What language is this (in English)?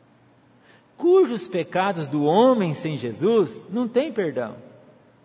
Portuguese